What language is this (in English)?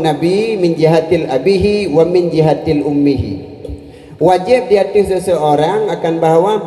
Achinese